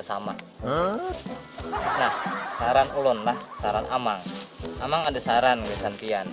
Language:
Banjar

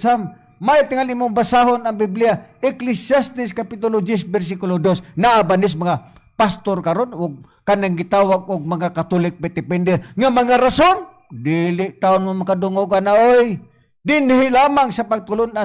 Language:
Cebuano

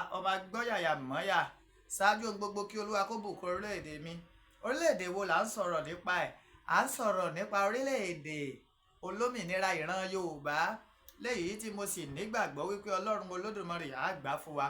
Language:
Yoruba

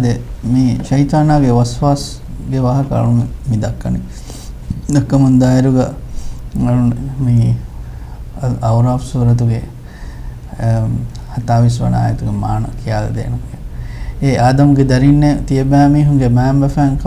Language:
Divehi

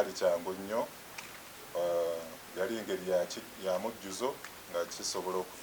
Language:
Ganda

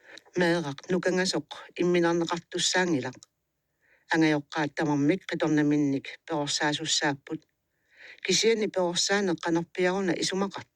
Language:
Kalaallisut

